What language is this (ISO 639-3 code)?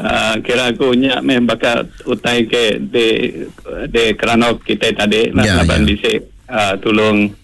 iba